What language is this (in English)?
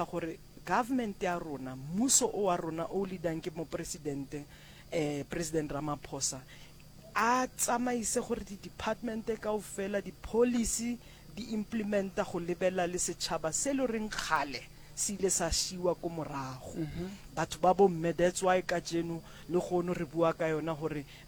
Northern Sotho